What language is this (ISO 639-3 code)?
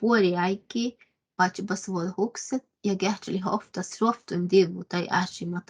sme